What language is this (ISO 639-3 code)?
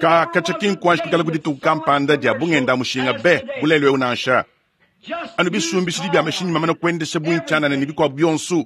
lua